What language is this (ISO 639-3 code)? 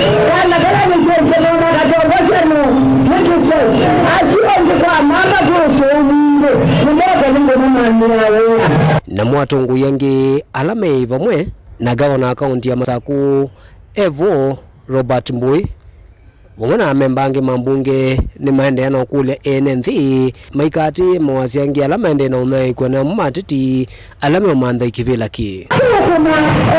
kam